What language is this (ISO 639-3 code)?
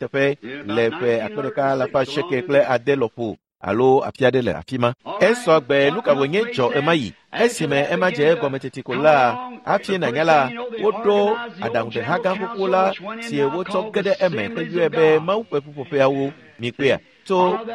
ewe